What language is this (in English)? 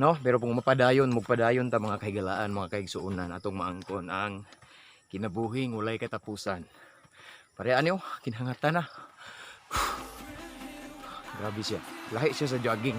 Cebuano